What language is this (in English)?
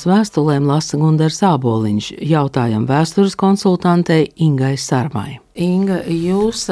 Latvian